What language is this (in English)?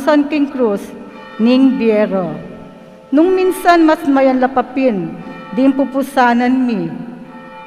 Pampanga